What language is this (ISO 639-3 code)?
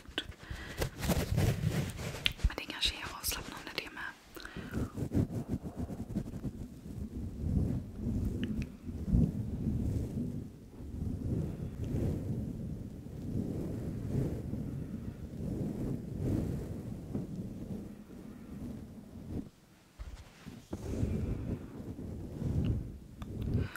swe